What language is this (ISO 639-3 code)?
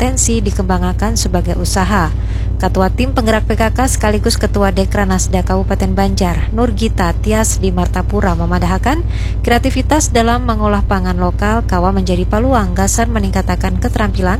bjn